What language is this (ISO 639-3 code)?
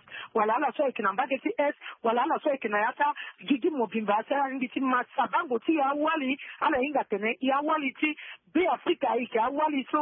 sag